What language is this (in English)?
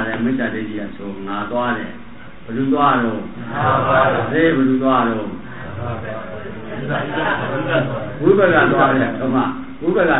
Burmese